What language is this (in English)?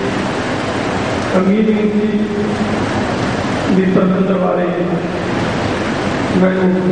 Punjabi